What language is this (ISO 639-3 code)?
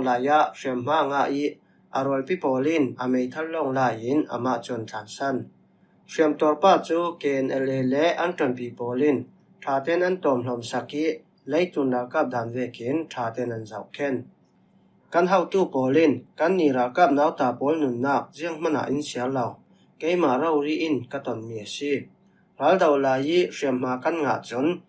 cfm